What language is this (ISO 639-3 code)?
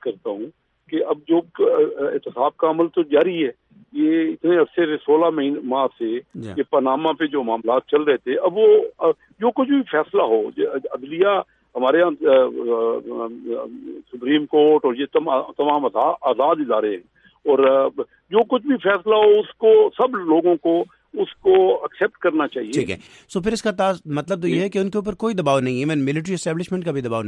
urd